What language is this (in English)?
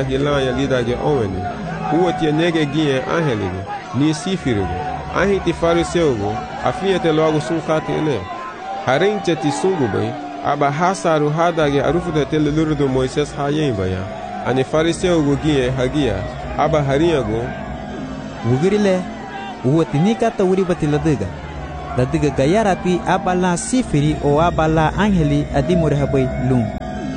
Garifuna